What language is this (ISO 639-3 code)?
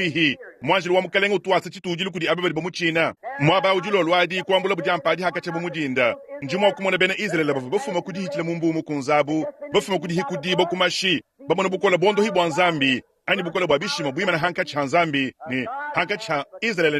lua